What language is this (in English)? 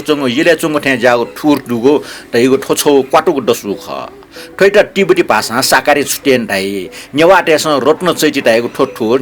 Newari